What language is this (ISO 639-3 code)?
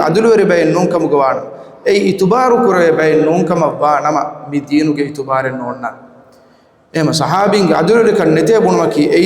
div